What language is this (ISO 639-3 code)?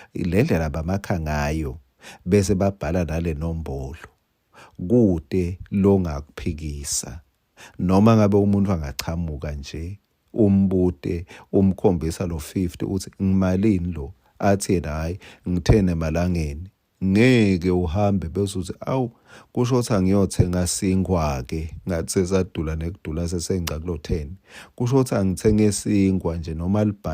ssw